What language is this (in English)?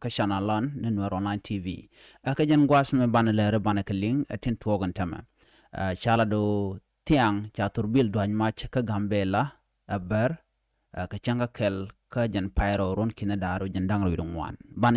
Nuer